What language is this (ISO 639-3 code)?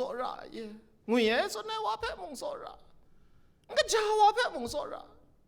kac